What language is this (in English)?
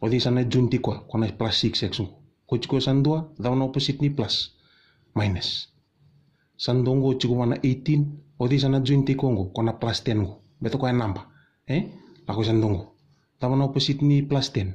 Fijian